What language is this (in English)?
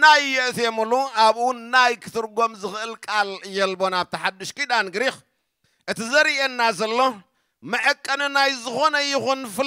Tigrinya